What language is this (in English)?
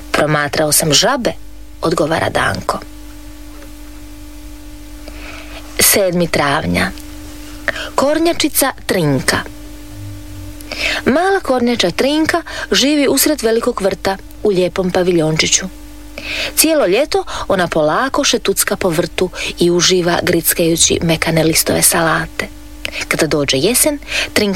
Croatian